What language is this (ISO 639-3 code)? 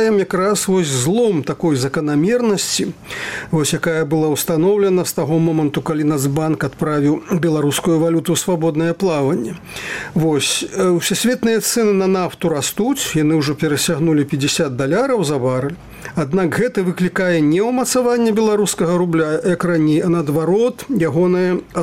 bel